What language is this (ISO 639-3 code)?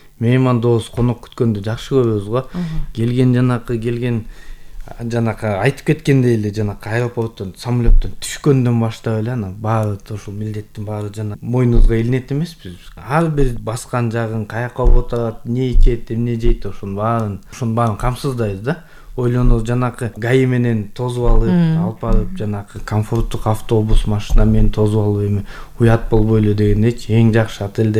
kir